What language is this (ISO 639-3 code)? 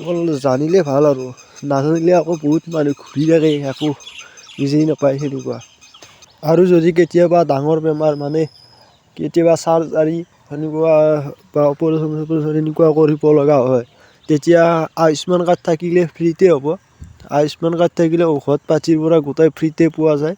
asm